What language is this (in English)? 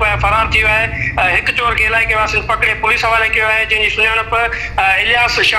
Sindhi